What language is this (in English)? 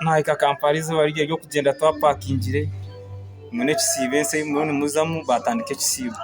Nyankole